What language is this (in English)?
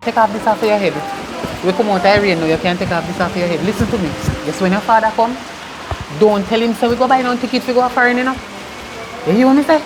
Jamaican Creole English